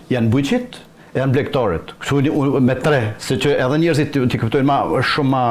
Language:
Albanian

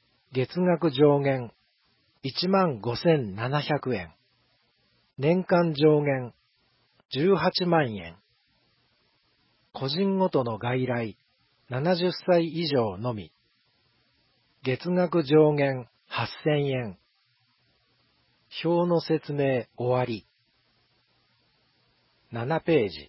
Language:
Japanese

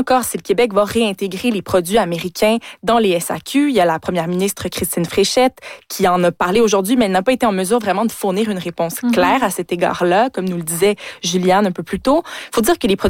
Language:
French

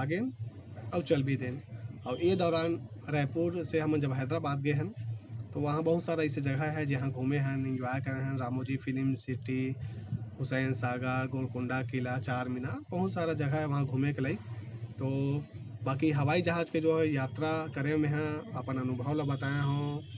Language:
Chhattisgarhi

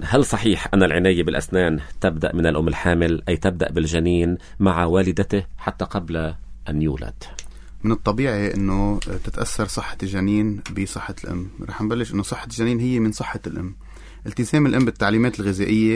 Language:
North Levantine Arabic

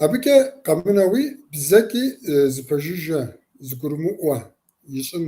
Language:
Kabardian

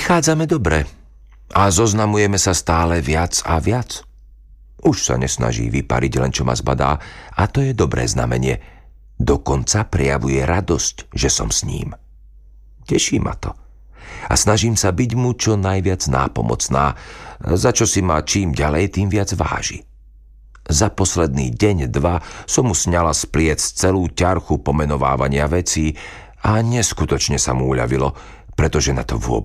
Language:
Slovak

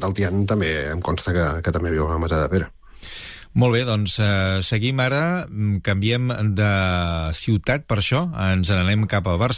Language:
Catalan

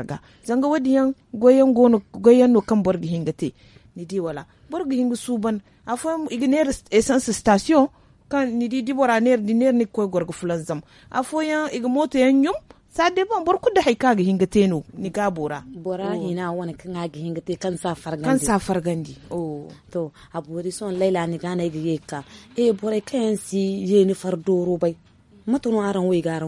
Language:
Zarma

